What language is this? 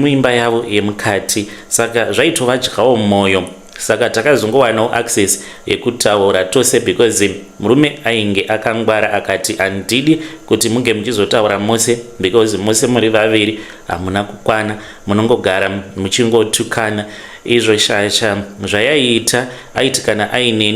Shona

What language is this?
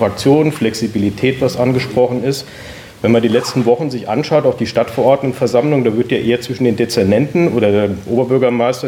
German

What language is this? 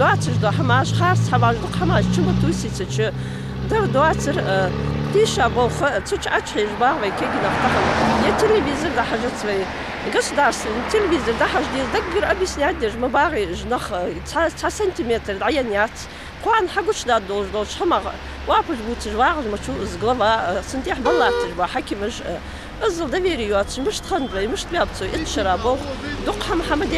Ingush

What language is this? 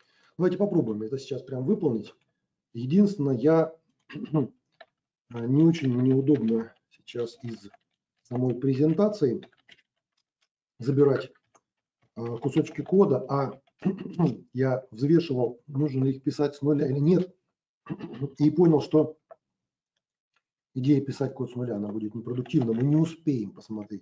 Russian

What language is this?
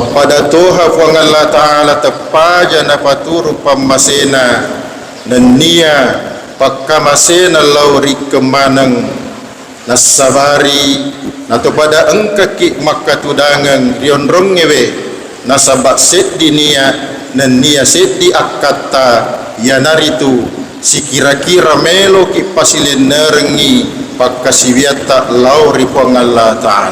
Buginese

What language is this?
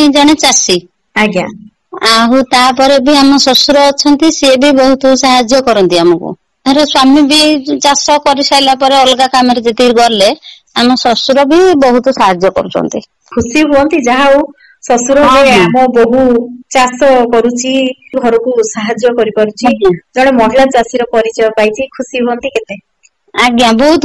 Odia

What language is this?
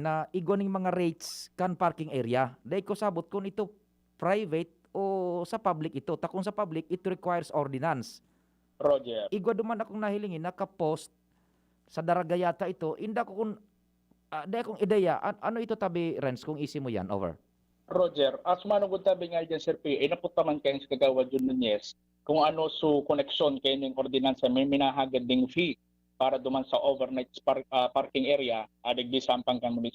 Bikol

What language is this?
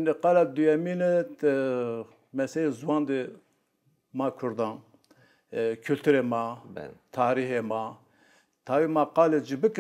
Zaza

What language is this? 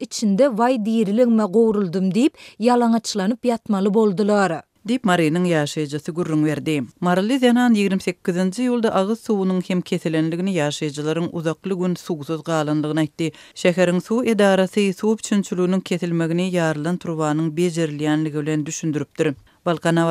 Turkmen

